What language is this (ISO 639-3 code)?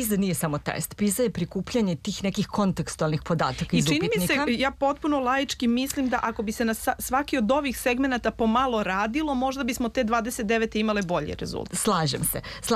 srp